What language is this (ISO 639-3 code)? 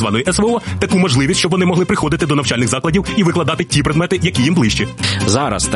ukr